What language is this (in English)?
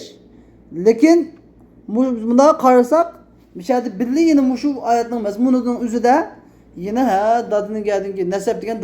Uyghur